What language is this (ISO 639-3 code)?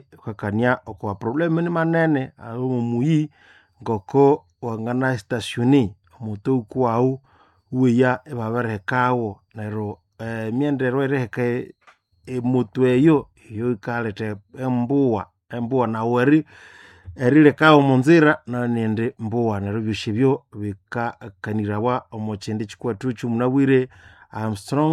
nnb